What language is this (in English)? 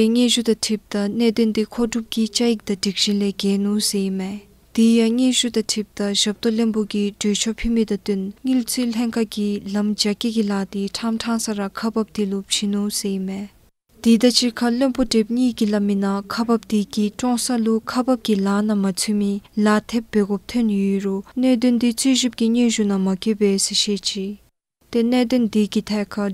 Dzongkha